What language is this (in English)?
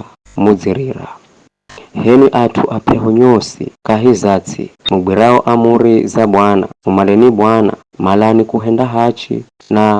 Giryama